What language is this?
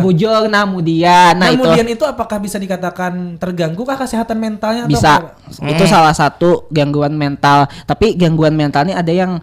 Banjar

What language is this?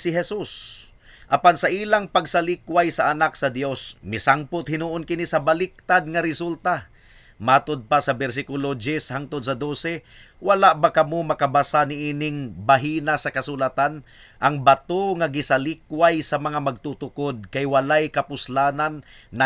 Cebuano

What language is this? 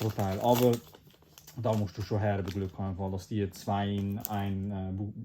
Swiss German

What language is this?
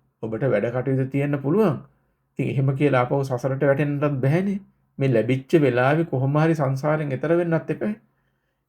Sinhala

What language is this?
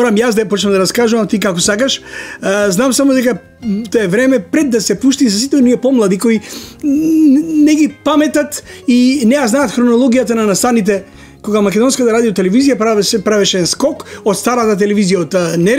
Macedonian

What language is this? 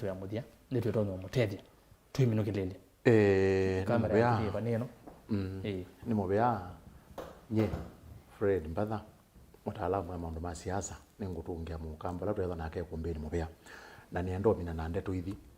Kamba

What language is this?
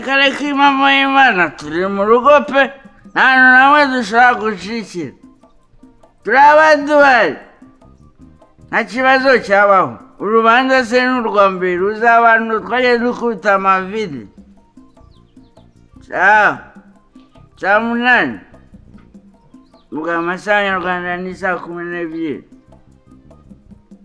Kinyarwanda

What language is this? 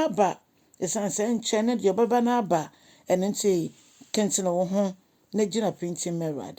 Akan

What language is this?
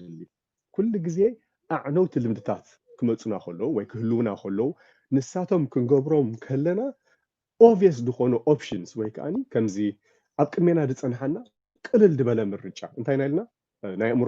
Tigrinya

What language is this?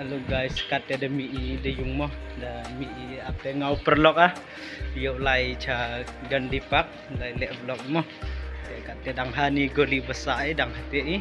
Khasi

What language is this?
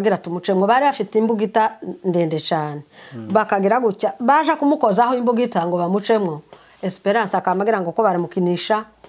Kinyarwanda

